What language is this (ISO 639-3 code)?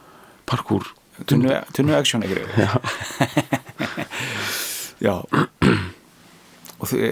isl